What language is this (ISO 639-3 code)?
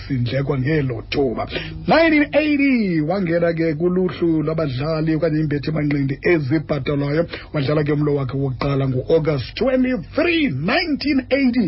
xho